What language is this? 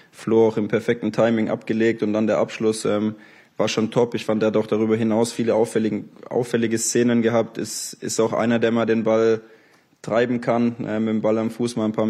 German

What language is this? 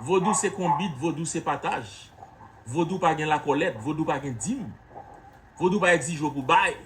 Haitian Creole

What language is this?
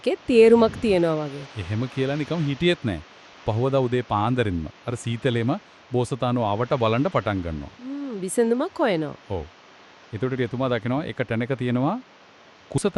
Sinhala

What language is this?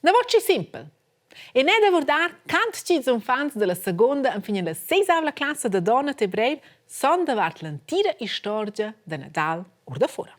Romansh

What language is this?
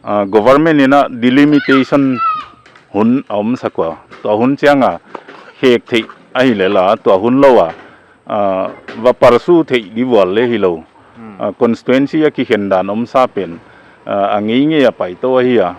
Paite Chin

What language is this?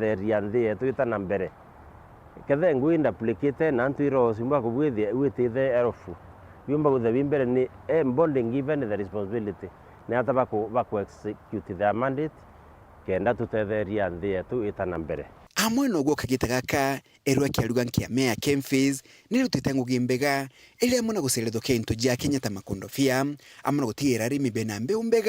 Meru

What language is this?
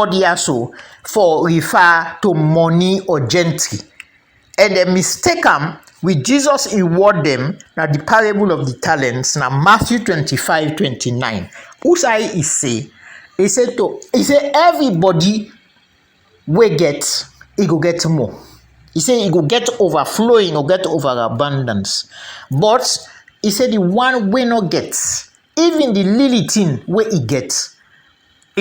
Krio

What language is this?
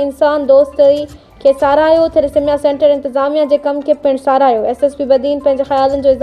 Sindhi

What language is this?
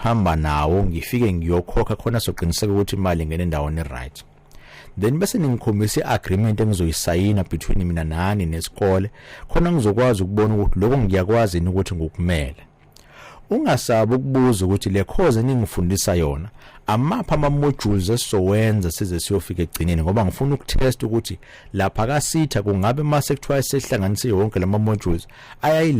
Zulu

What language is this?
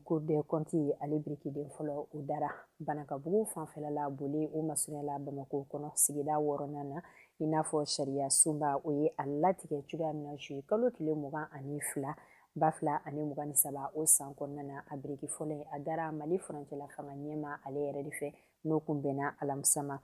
Bambara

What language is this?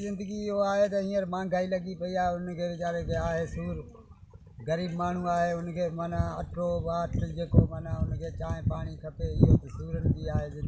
Sindhi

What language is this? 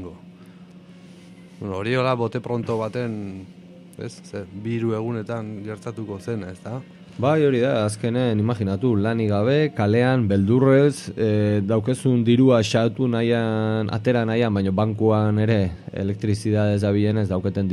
Basque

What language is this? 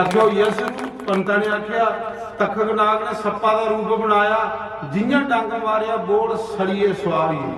Dogri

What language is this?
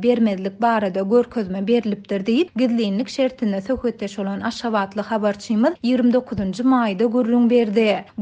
Turkmen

